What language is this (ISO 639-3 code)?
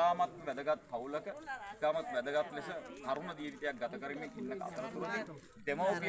sin